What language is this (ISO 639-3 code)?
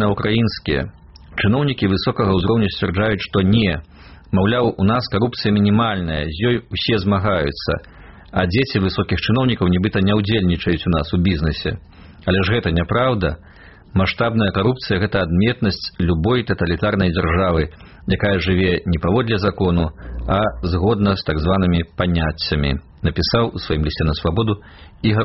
bel